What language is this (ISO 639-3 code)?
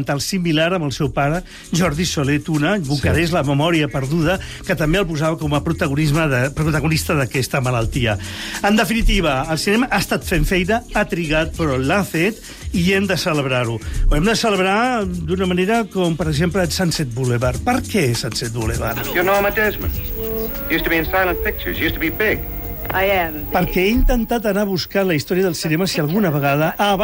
cat